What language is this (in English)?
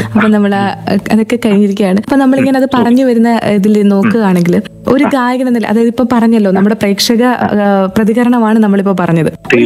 Malayalam